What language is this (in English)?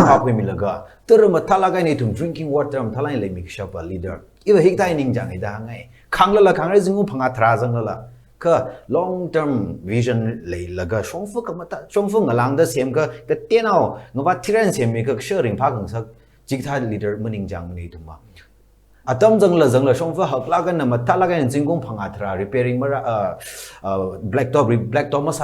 Tangkhul Naga (India)